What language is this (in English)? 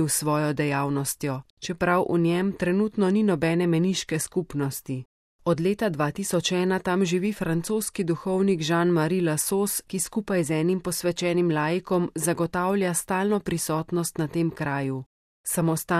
Slovenian